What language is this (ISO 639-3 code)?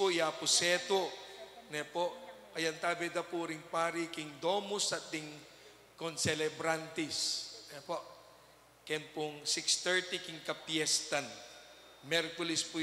pam